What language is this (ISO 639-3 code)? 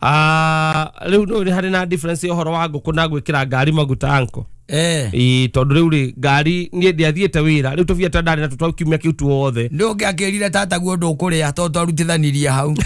kik